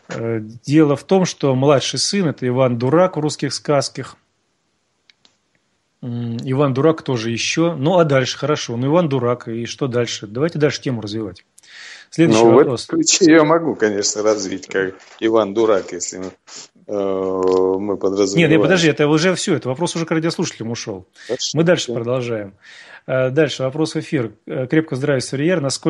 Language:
Russian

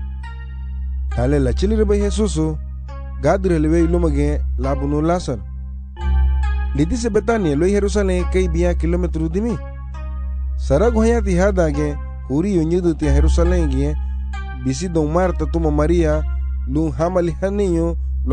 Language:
Garifuna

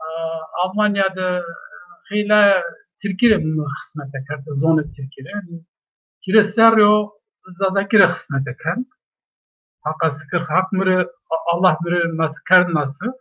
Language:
Zaza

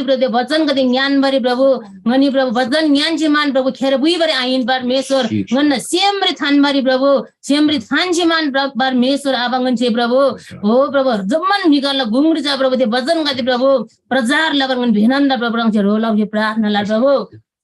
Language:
Eastern Tamang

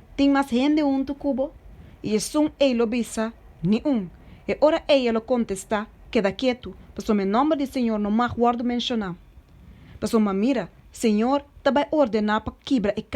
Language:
Papiamento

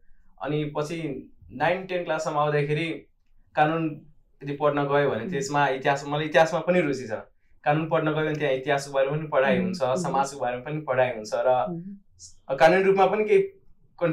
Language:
Nepali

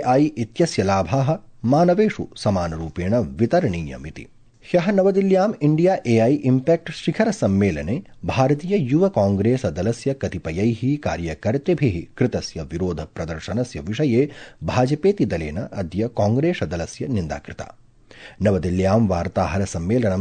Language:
Sanskrit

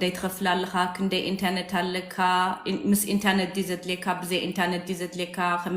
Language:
Tigrinya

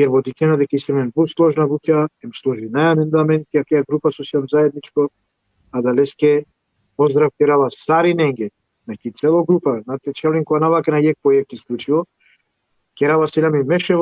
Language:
Balkan Romani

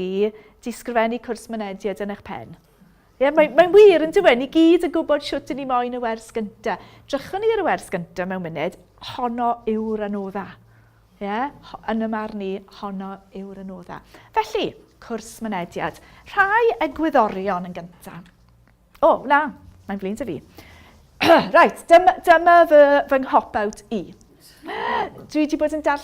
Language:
Welsh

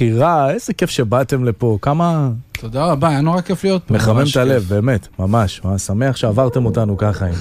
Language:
Hebrew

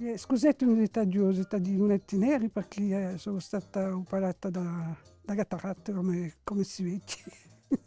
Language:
Corsican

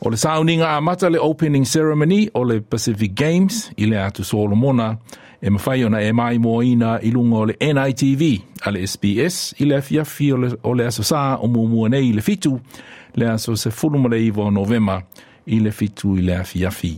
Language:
Samoan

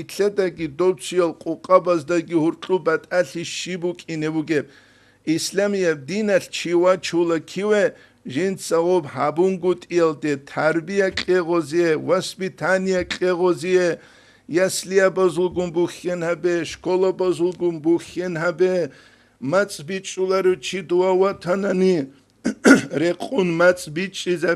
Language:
Avaric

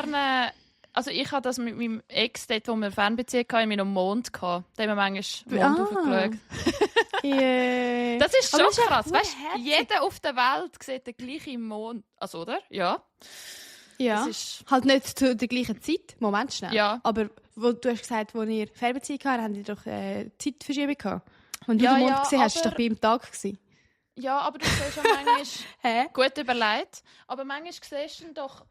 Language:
Swiss German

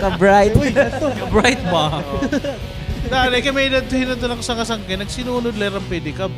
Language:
Waray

